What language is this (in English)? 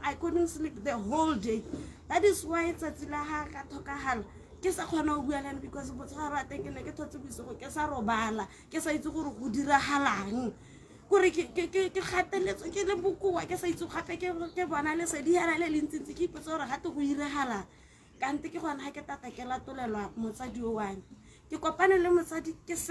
Tswana